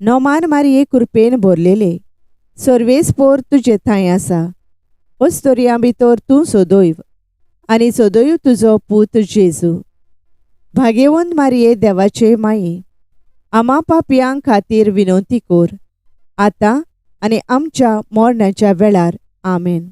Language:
Konkani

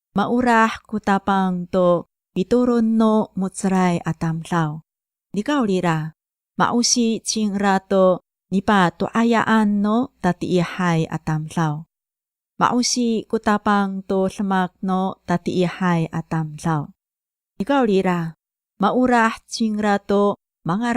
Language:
Amis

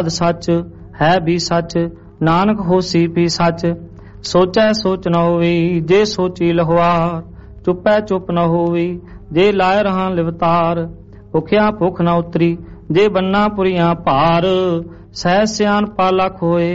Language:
Punjabi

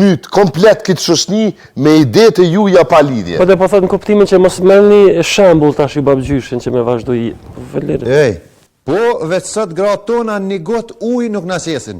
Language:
Albanian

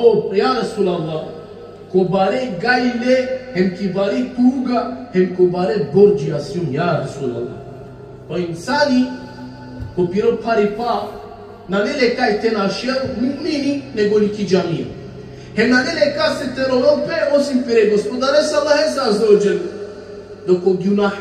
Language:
Balkan Romani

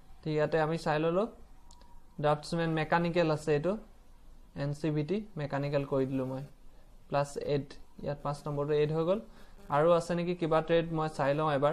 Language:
Assamese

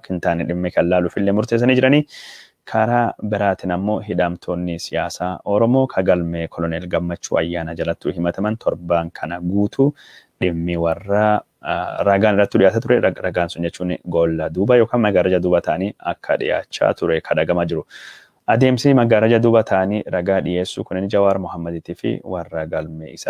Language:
Oromo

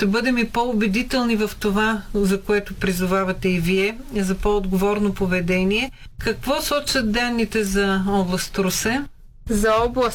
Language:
Bulgarian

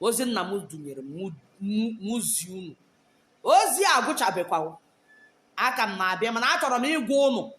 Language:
Igbo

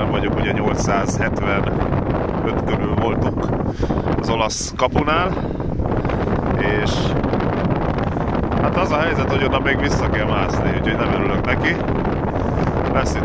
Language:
Hungarian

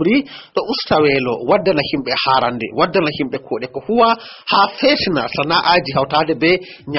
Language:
Fula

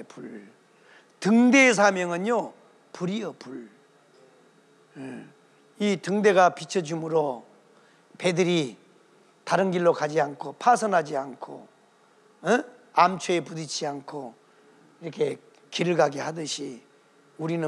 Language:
Korean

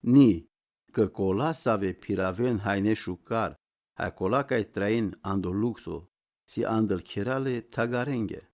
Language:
Romany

